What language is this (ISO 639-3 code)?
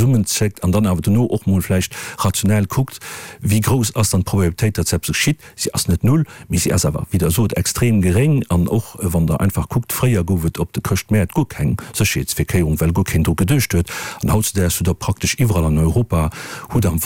ltz